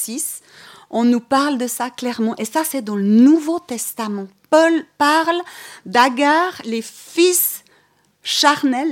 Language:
French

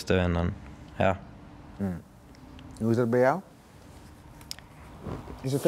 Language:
Dutch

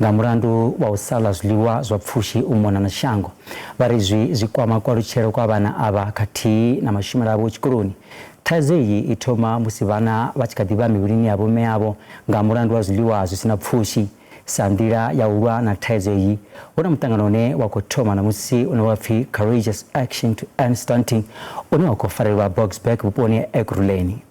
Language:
Venda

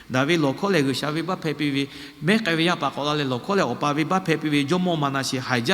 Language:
Lahu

